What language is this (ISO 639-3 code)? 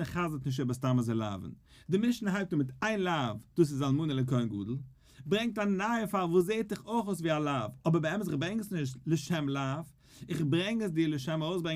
yid